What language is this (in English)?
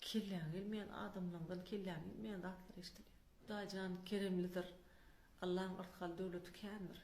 Turkmen